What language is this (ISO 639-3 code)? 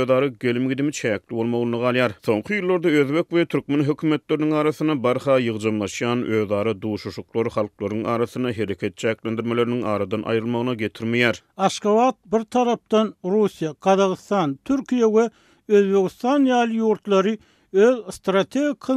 tuk